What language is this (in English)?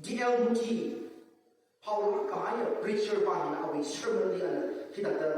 Tangkhul Naga (India)